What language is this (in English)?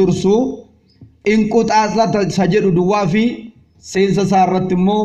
Oromo